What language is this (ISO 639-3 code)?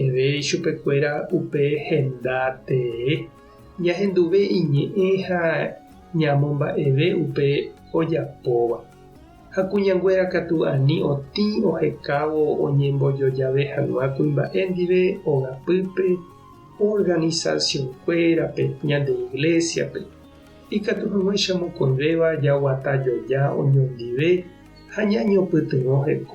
grn